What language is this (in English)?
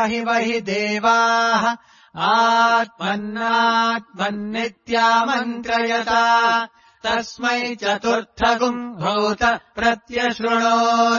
Sanskrit